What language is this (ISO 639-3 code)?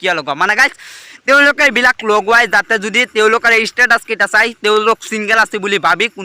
asm